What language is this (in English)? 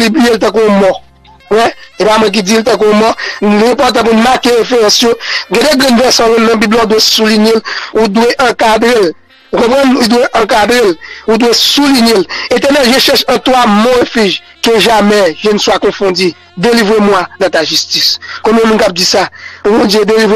Haitian Creole